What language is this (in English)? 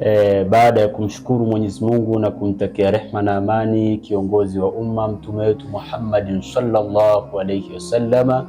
Swahili